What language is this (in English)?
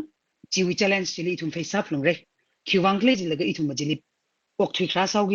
Tangkhul Naga (India)